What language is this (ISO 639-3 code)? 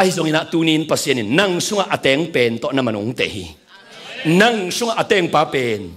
ctd